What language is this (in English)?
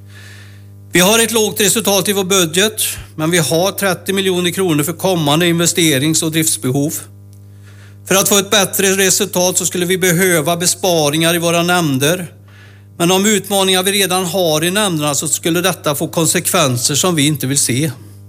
Swedish